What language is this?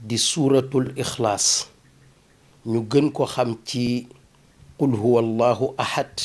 Wolof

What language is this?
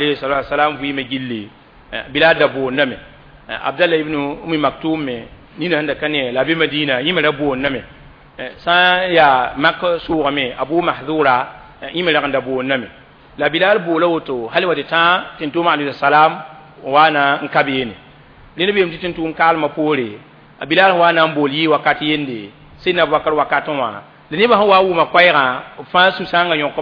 Mossi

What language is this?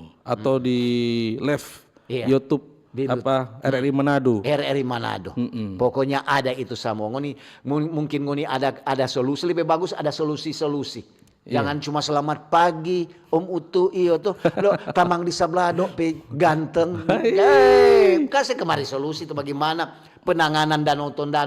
Manado Malay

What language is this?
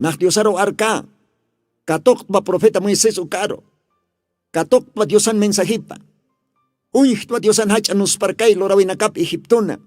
Aymara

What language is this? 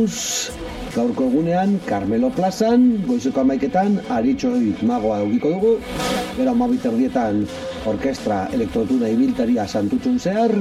Basque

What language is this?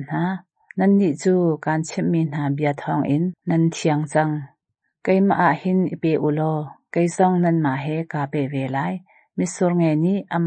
Hakha Chin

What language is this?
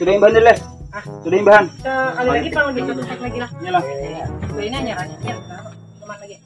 Banjar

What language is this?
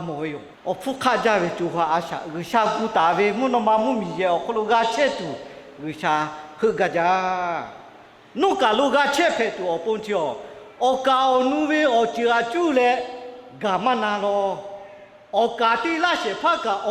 Lahu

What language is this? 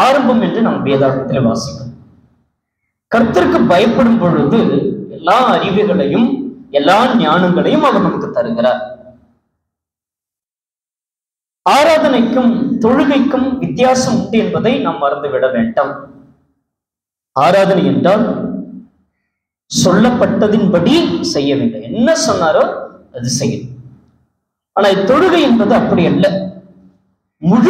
Tamil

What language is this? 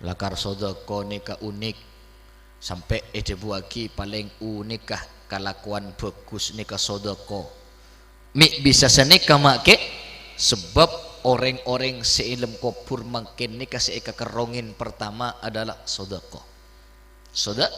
Madurese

